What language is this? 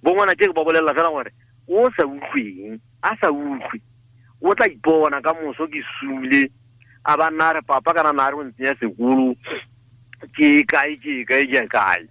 Tswana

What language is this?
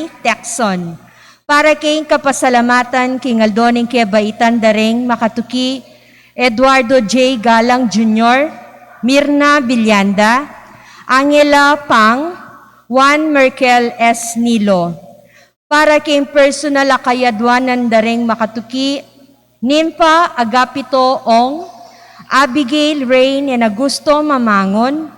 Pampanga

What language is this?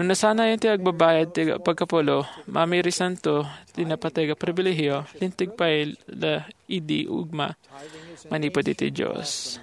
Iloko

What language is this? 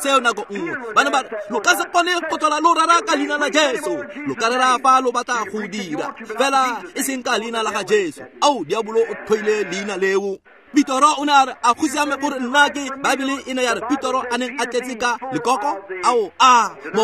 Tswana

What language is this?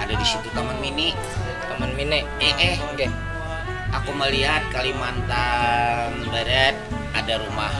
Banjar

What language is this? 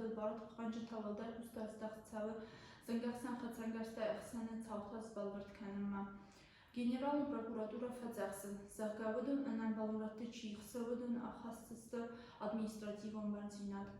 Ossetic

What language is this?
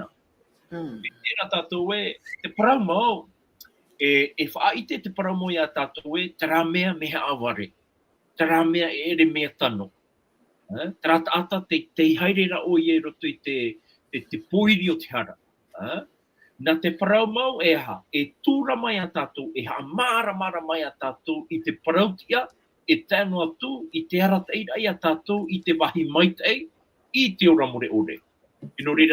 Tahitian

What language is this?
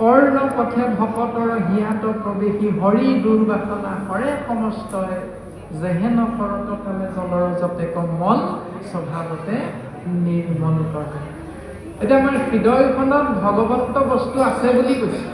Assamese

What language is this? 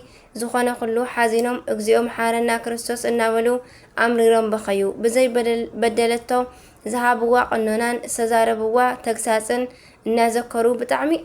Tigrinya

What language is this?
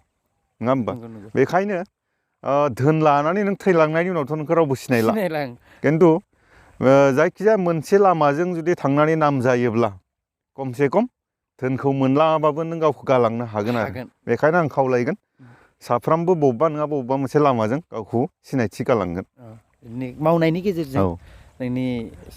Bodo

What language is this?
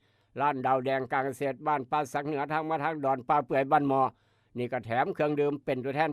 Northeastern Thai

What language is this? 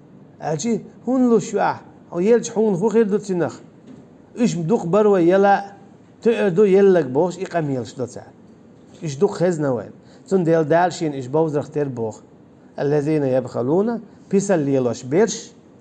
Chechen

